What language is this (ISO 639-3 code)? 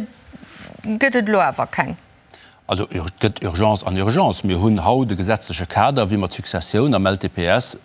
ltz